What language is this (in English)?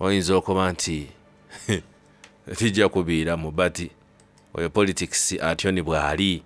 Soga